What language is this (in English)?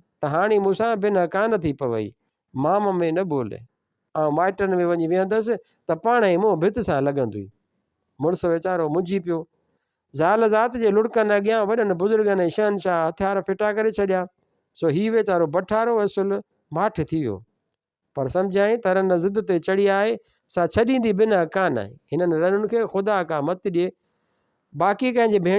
Sindhi